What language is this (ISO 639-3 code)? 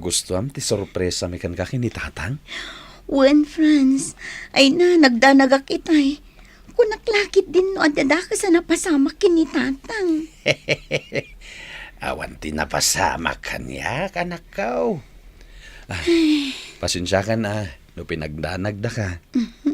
ilo